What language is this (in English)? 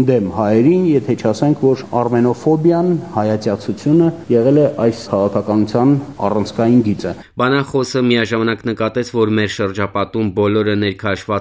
Armenian